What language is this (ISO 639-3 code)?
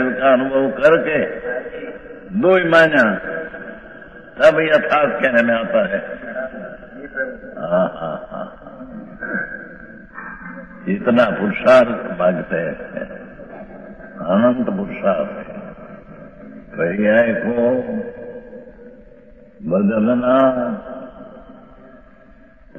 hin